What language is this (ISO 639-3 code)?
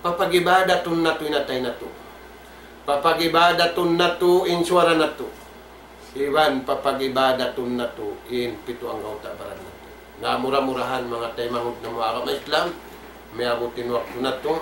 tsg